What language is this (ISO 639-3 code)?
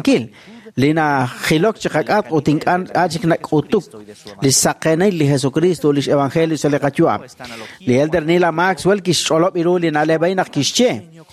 kek